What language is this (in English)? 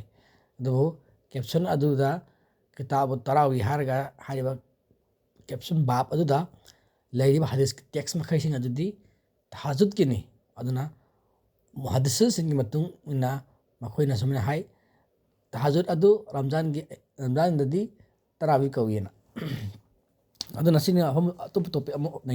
Manipuri